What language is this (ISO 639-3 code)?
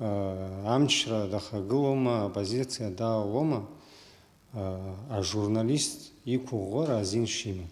abk